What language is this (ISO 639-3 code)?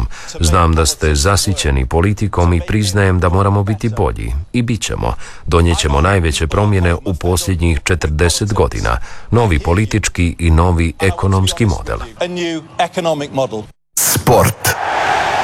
hrv